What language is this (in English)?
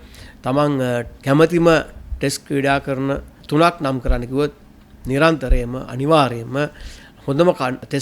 Sinhala